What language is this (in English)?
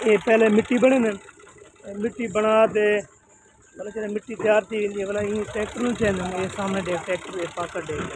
Saraiki